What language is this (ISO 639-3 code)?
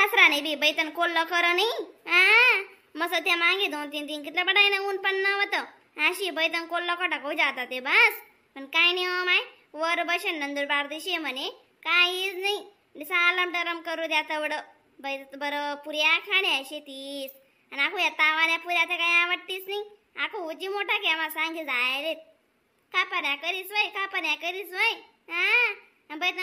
khn